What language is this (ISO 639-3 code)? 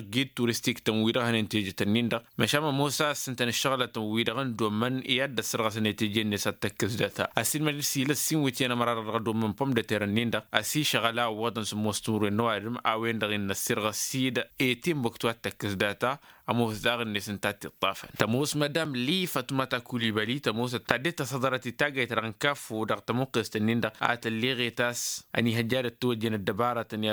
taq